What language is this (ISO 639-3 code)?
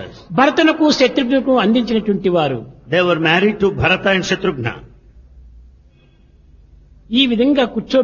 tel